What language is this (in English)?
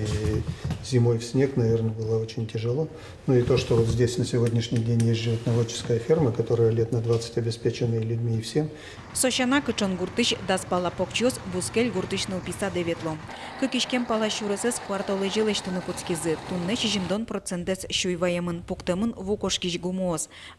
Udmurt